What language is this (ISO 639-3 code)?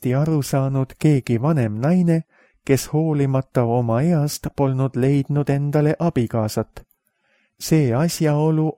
est